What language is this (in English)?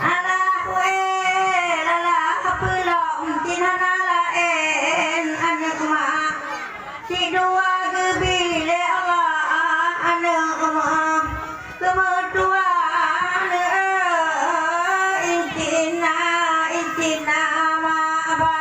Achinese